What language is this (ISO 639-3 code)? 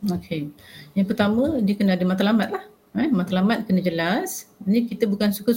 msa